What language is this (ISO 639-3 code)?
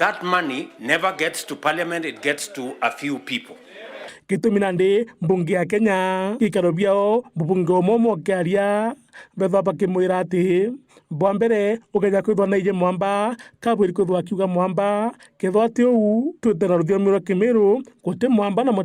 mer